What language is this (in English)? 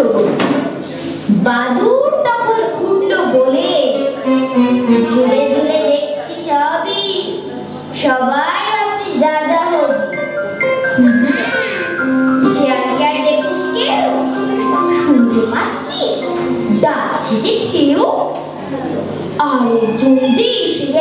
Bangla